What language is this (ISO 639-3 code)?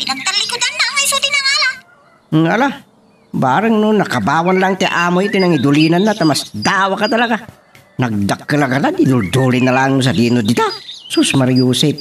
ilo